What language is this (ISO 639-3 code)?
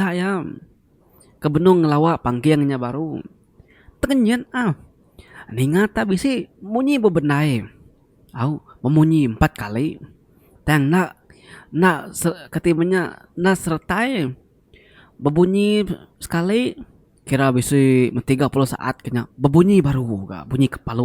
iba